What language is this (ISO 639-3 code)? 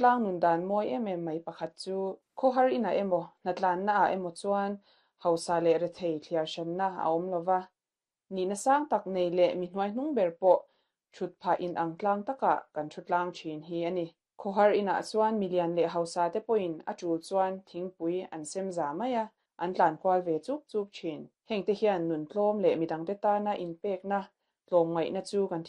lus